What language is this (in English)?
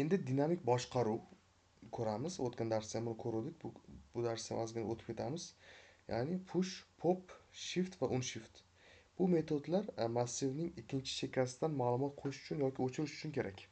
Uzbek